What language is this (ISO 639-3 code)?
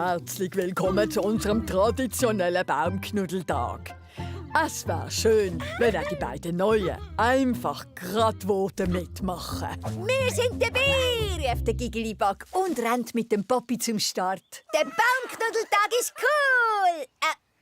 gsw